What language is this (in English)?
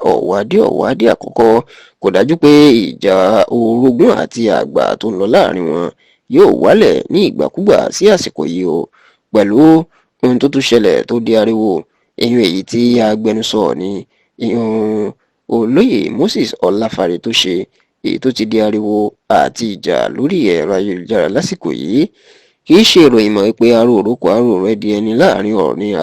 Yoruba